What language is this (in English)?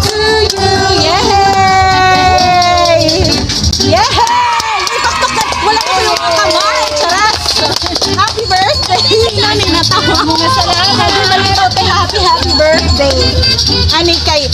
Waray